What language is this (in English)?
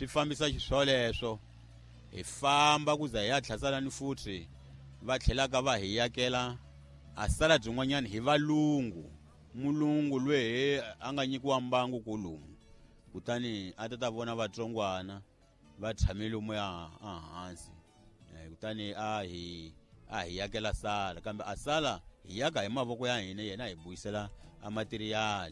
Tsonga